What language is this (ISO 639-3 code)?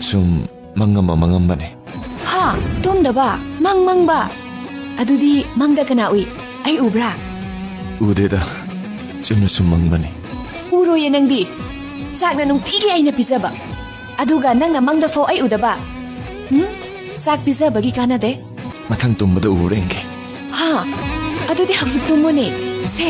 mni